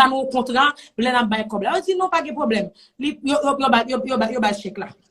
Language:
Haitian Creole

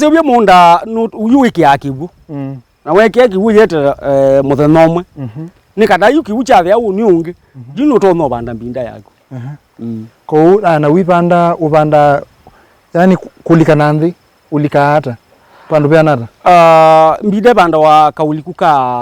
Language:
Kamba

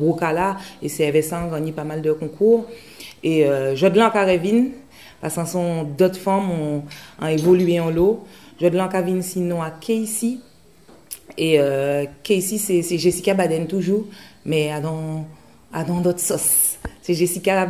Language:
Guadeloupean Creole French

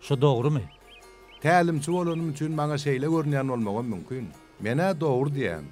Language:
Turkmen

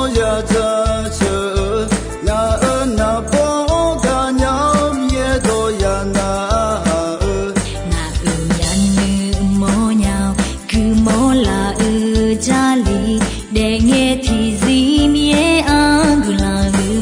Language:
Akha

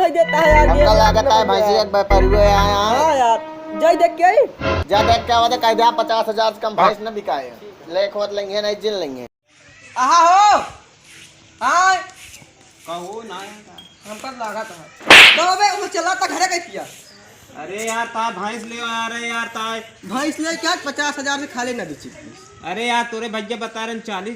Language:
Awadhi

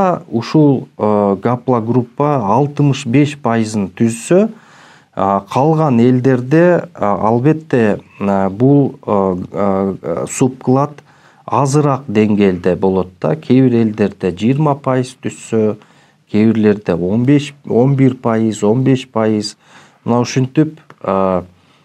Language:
Kyrgyz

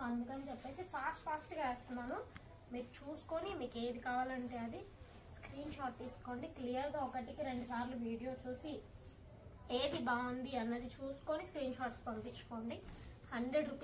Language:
Telugu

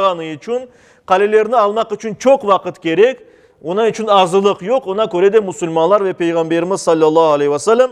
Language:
Crimean Tatar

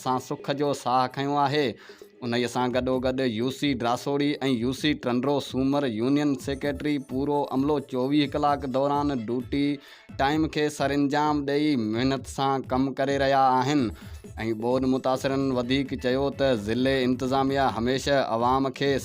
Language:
Sindhi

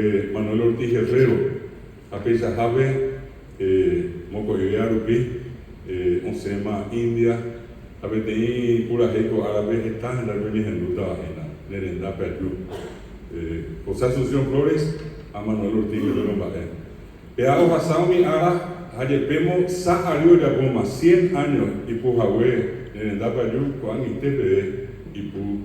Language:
Guarani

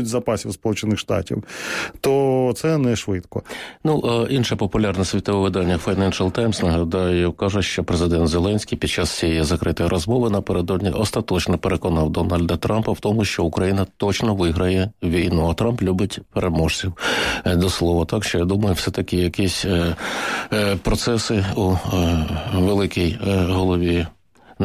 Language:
Ukrainian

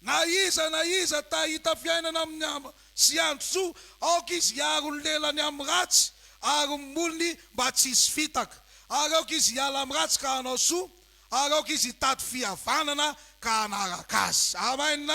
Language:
Malagasy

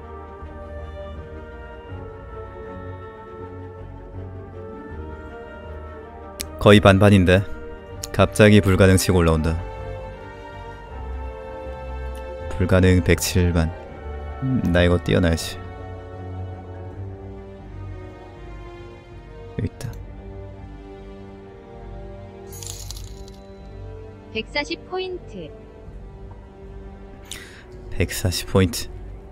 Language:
Korean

